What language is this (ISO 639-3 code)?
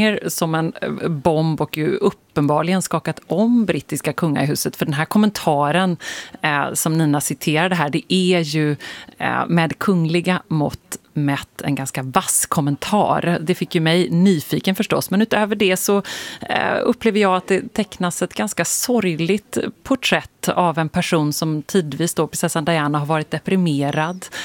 swe